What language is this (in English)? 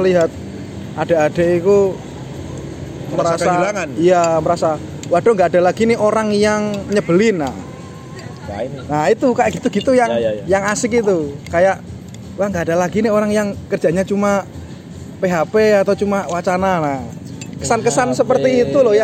Indonesian